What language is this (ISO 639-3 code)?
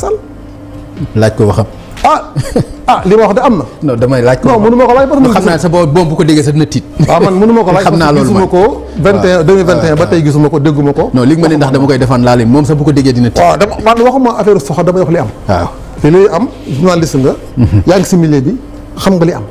wol